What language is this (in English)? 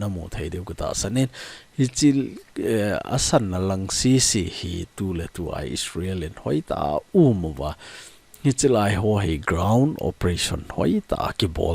Thado Chin